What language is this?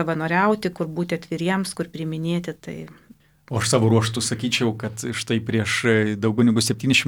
Lithuanian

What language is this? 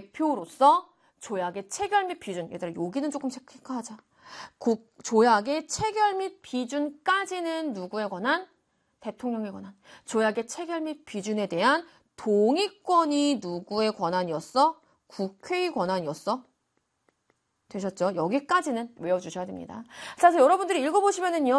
Korean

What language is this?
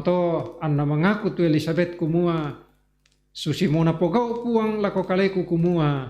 Toraja-Sa'dan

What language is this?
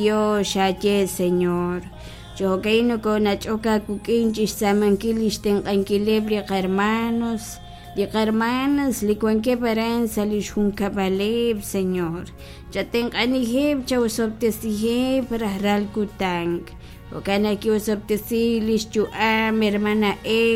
Kekchí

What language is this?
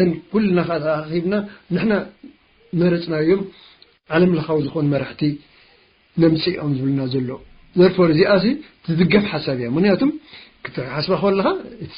Tigrinya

